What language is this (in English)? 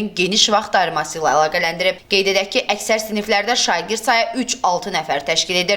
Azerbaijani